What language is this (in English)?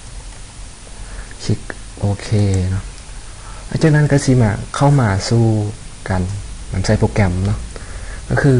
Lao